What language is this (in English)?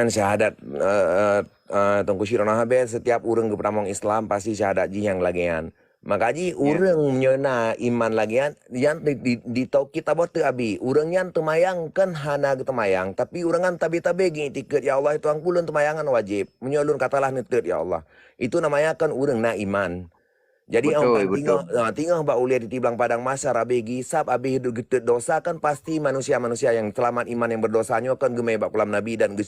Achinese